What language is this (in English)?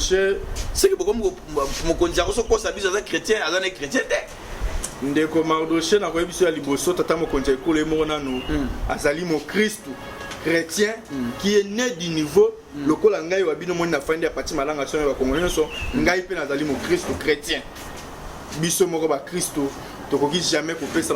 Lingala